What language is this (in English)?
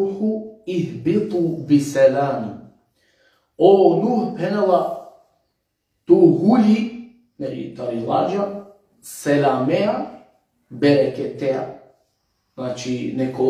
Balkan Romani